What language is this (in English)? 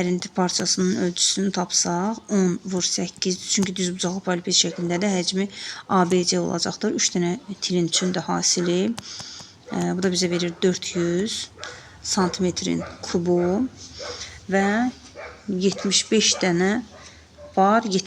Azerbaijani